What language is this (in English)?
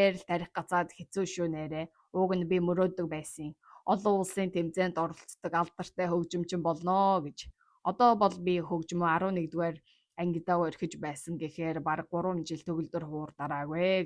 Mongolian